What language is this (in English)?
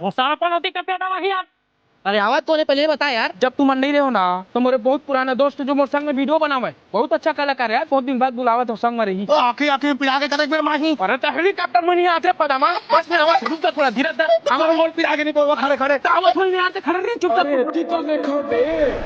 Chhattisgarhi